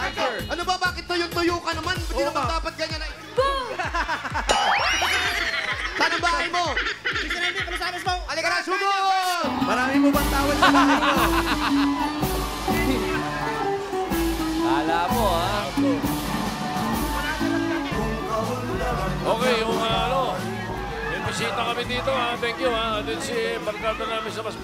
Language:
Filipino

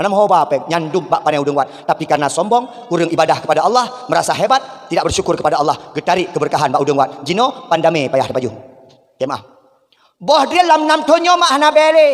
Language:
Achinese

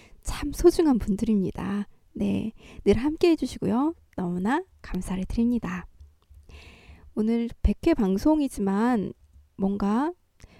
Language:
Korean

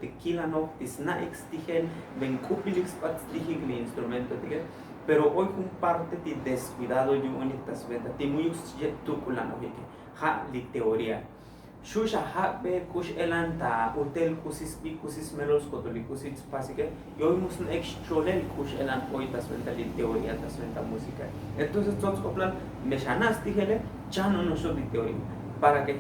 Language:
Tzotzil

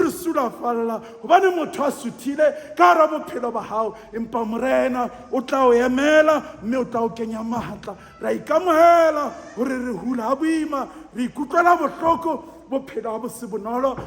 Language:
Southern Sotho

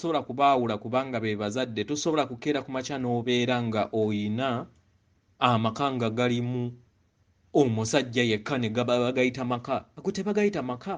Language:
Ganda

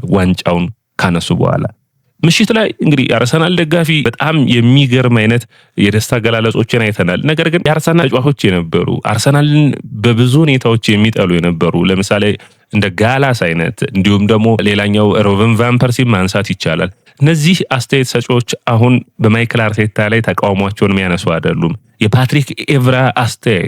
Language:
Amharic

